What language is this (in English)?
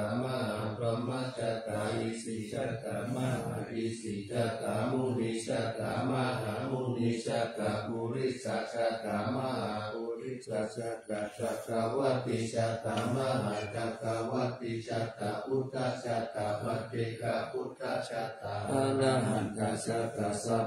Pali